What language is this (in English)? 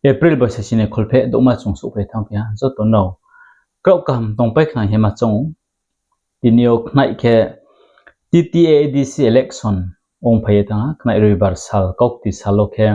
Riang (India)